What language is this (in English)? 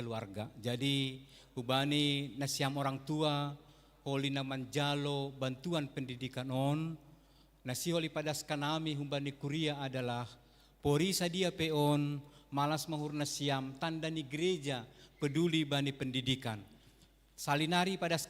Batak Simalungun